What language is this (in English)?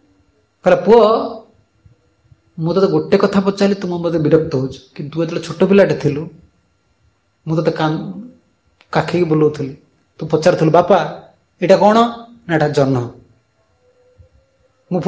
Odia